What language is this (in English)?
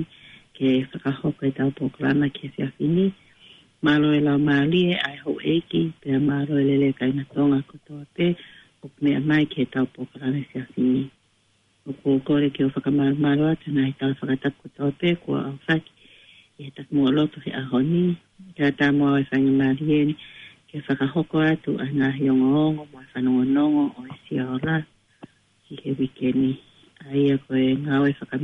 Tongan